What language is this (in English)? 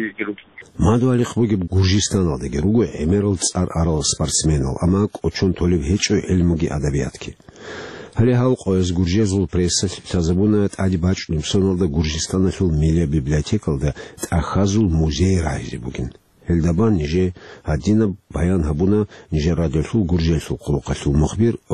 Avaric